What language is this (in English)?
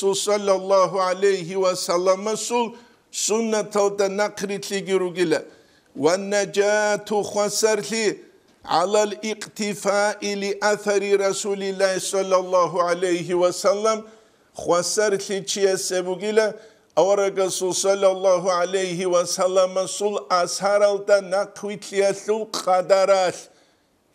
Avaric